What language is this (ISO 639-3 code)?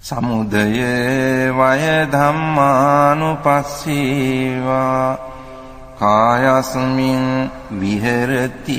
pli